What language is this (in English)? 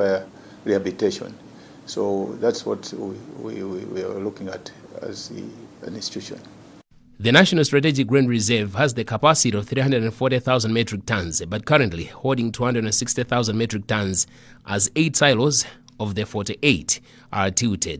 English